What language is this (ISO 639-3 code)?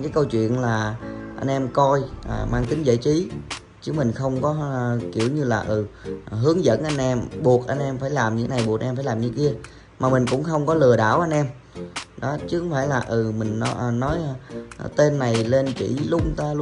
vie